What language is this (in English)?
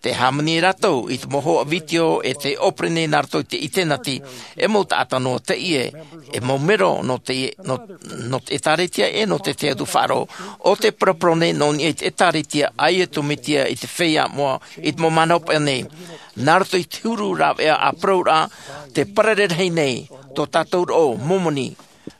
Tahitian